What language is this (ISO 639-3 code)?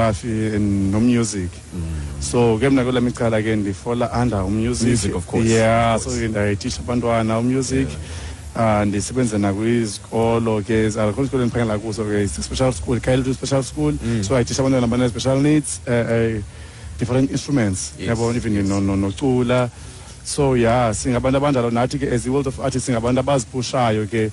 xho